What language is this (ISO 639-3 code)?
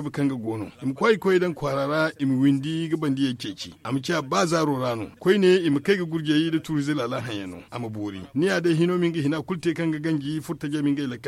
dje